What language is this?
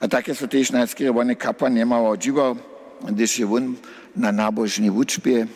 Upper Sorbian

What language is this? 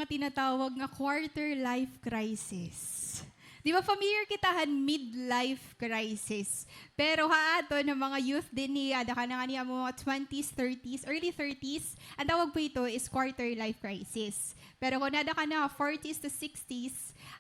Waray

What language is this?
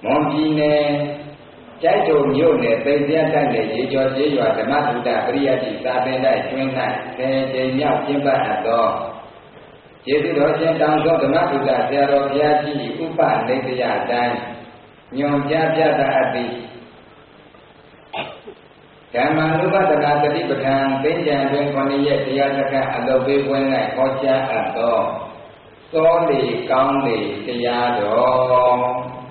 Burmese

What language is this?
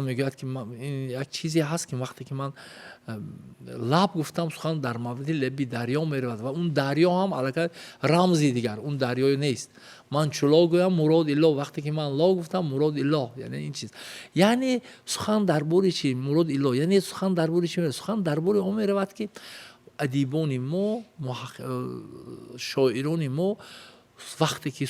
Tajik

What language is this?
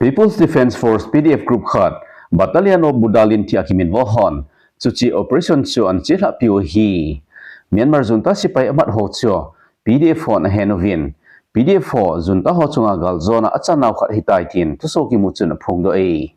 Thado Chin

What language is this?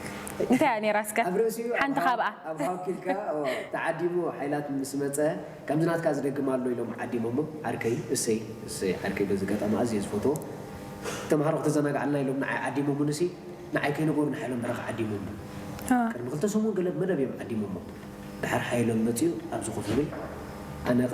Tigrinya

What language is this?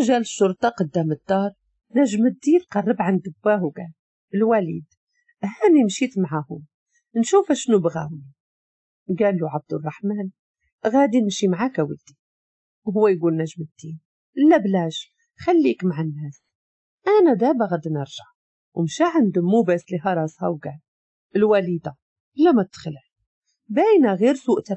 Moroccan Arabic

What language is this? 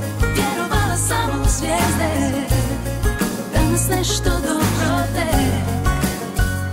Croatian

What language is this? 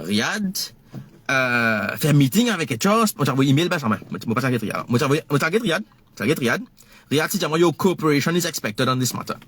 Morisyen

